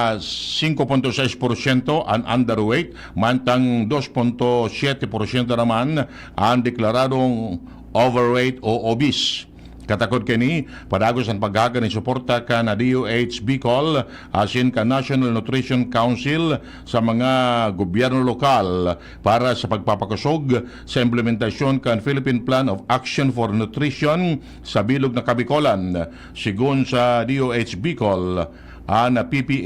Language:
Bikol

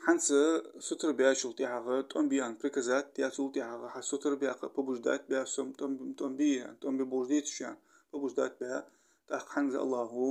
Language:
Ingush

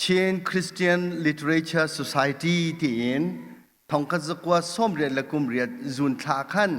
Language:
Hakha Chin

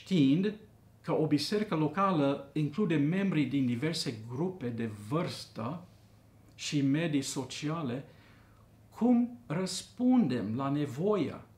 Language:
Romanian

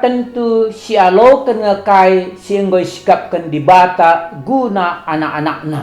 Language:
Batak Karo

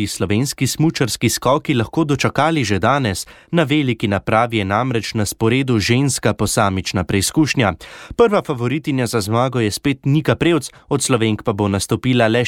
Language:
Slovenian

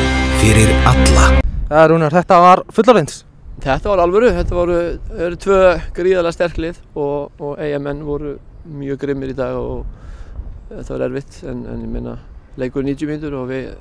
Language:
Icelandic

